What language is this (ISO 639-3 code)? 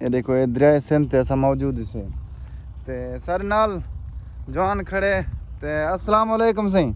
skr